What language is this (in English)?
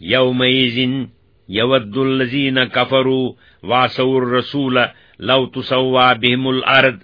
Kashmiri